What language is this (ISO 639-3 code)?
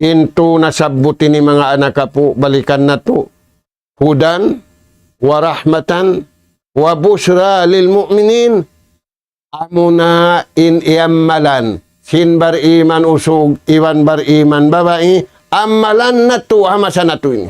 tsg